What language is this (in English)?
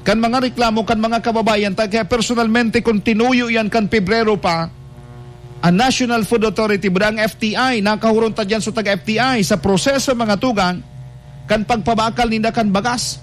Bikol